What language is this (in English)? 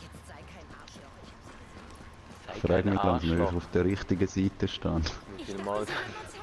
Swiss German